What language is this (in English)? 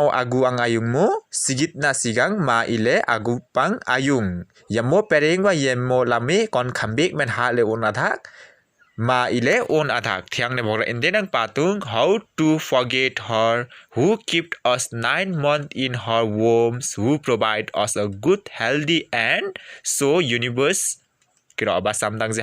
Limbu